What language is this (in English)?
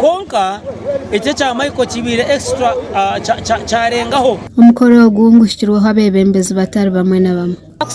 Nyankole